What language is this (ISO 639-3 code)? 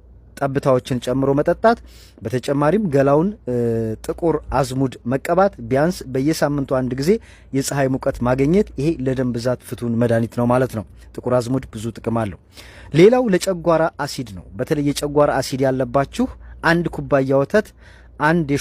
amh